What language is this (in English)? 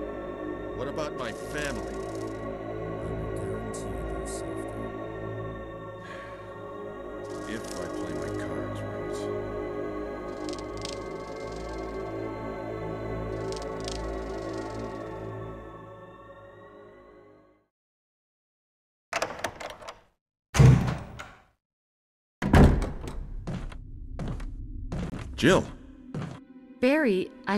English